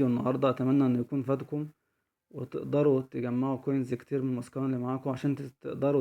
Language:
Egyptian Arabic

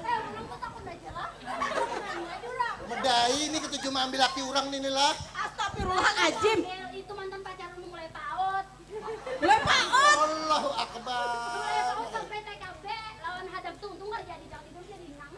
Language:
Banjar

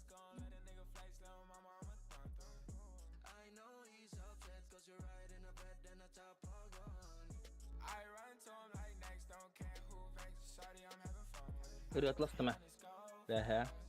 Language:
Yakut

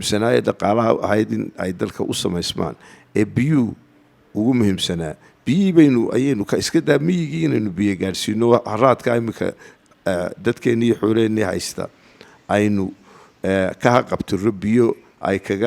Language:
Somali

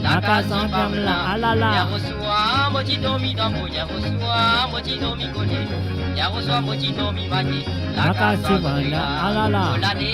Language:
Morisyen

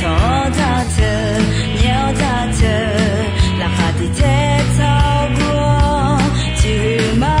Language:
Akha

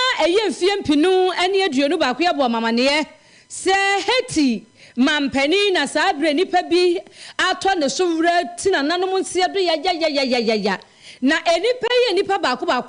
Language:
Akan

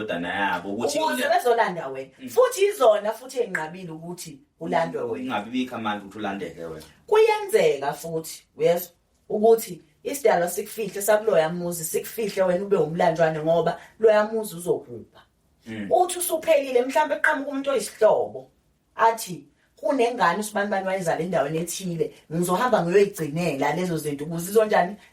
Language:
Zulu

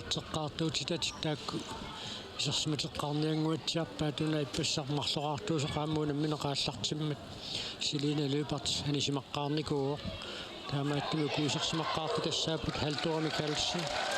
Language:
Kalaallisut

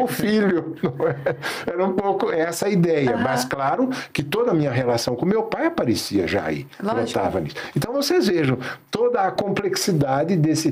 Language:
Portuguese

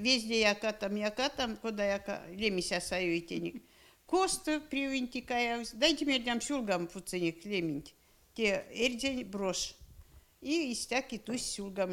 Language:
Erzya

